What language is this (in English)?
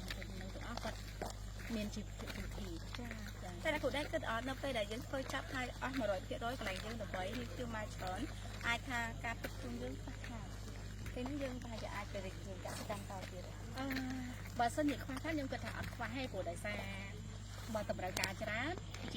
Khmer